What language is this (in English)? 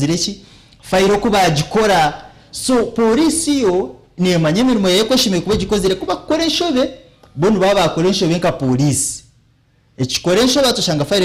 Nyankole